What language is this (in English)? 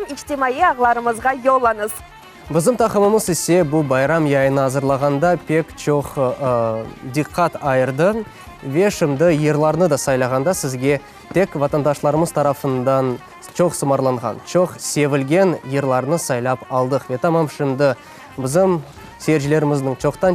Crimean Tatar